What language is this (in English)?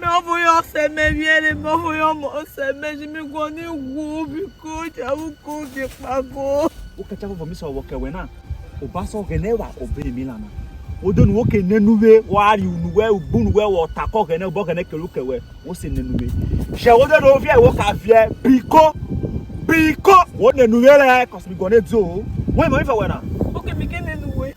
Urhobo